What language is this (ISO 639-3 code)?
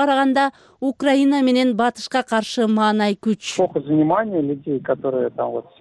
kir